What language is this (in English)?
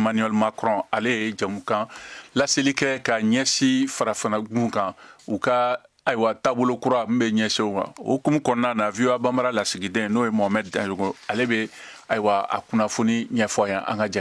Bambara